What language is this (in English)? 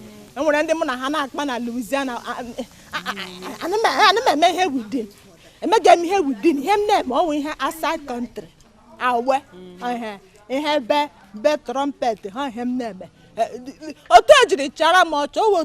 Igbo